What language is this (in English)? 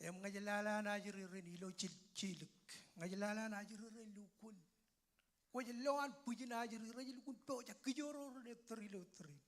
Marshallese